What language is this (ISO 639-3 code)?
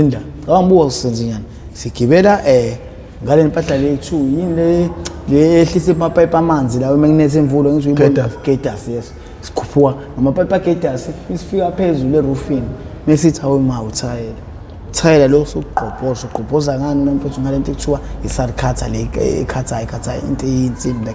zul